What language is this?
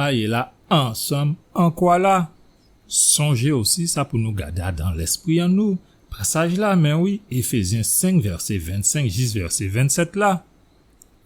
Guadeloupean Creole French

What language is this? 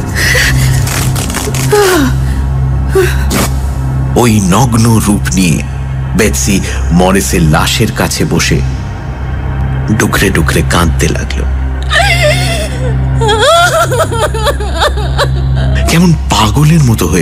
Bangla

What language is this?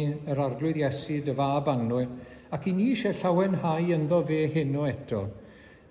Welsh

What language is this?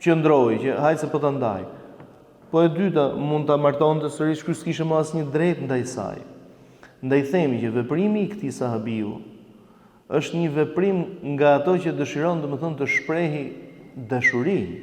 Albanian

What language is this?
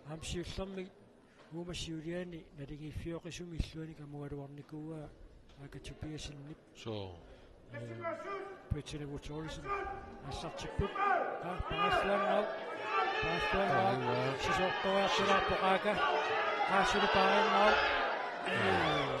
Kalaallisut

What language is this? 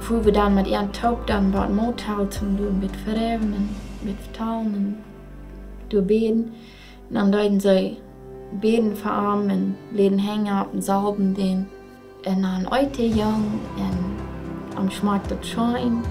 Plautdietsch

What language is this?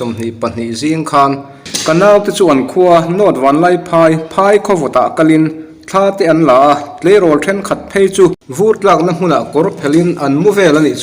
Mizo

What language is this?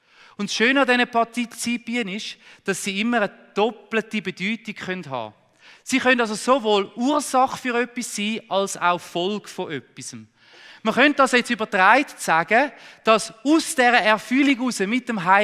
Swiss German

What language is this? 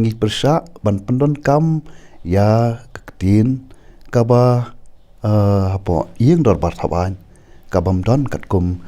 Khasi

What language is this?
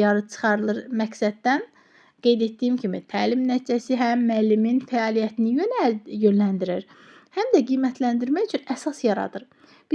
Azerbaijani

